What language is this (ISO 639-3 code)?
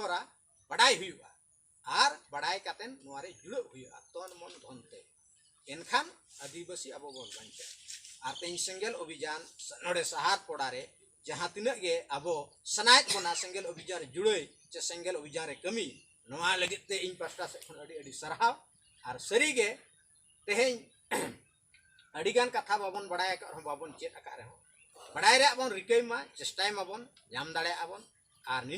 sat